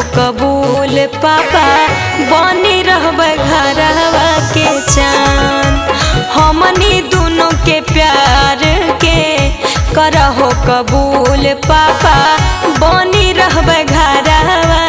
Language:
Magahi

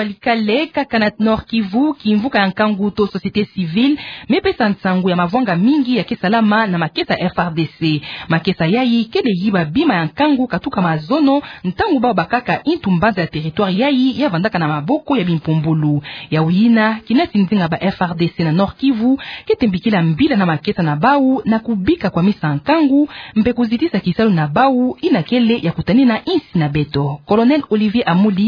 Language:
Kituba (Democratic Republic of Congo)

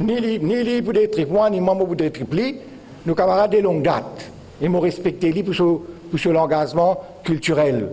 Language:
Morisyen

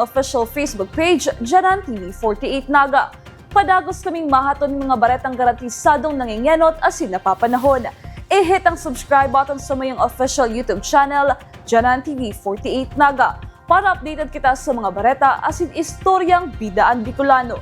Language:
Bikol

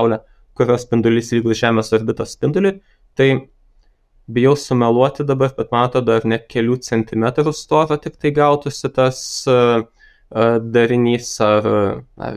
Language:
Lithuanian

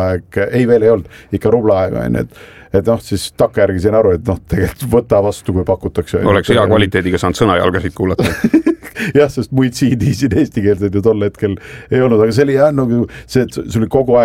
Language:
Estonian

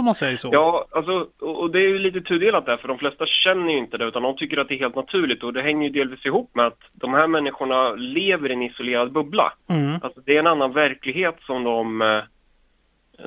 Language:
Swedish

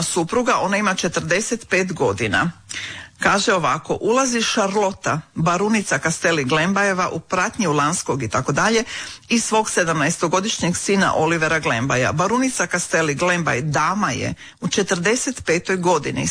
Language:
Croatian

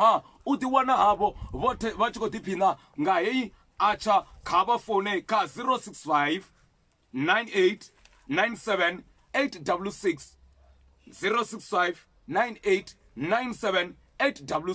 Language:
Venda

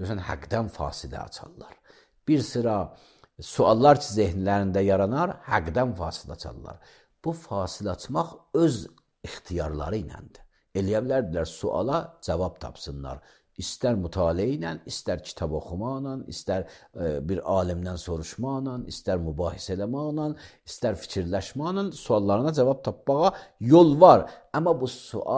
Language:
Azerbaijani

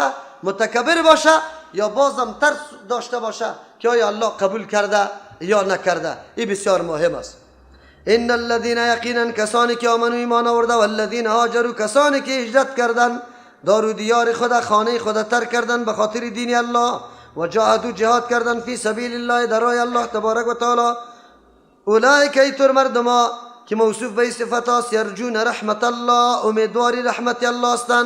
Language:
Persian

